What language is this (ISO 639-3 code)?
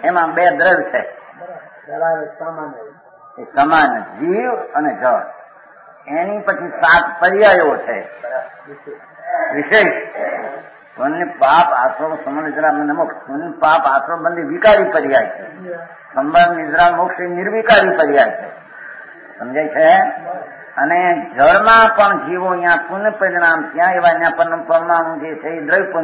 guj